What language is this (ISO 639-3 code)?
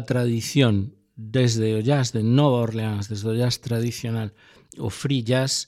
glg